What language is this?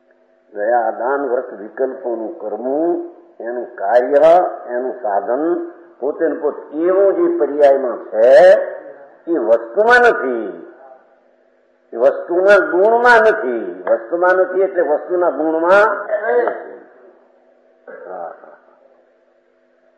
Gujarati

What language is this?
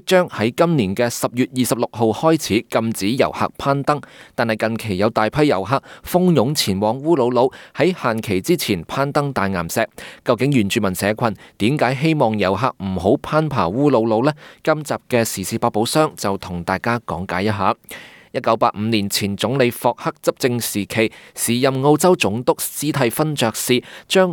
Cantonese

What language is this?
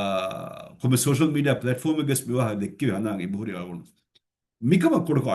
Divehi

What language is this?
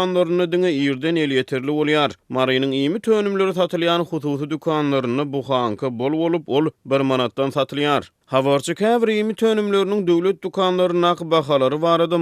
Turkmen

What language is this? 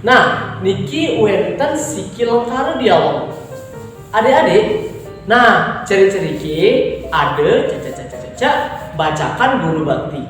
Balinese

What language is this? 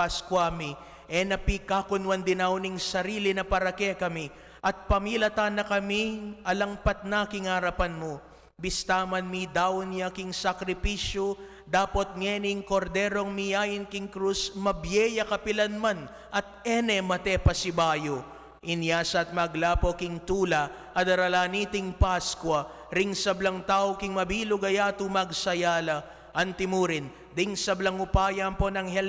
Pampanga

